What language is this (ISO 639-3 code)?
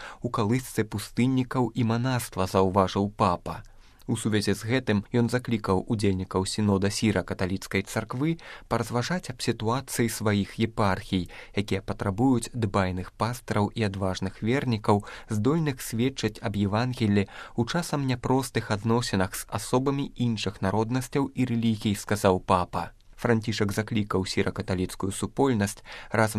bel